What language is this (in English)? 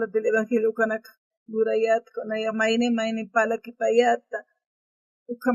Aymara